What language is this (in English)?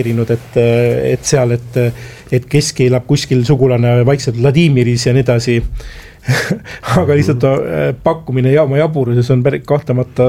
Estonian